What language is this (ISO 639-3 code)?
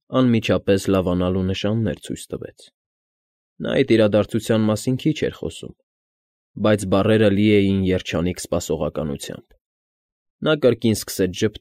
hye